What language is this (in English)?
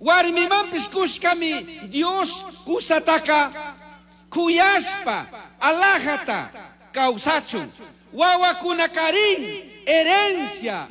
Chimborazo Highland Quichua